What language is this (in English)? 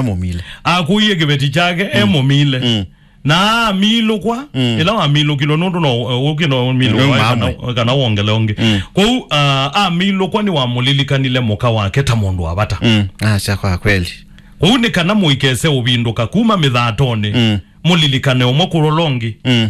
Kamba